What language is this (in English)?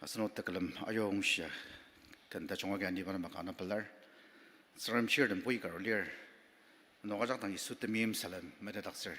Ao Naga